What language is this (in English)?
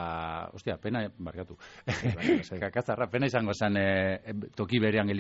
Basque